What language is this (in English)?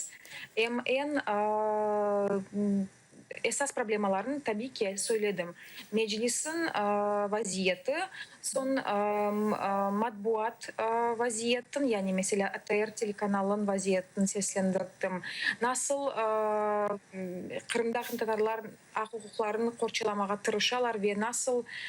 Crimean Tatar